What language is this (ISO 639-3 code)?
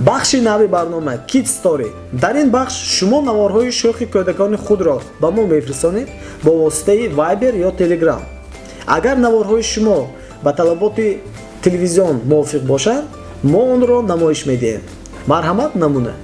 tgk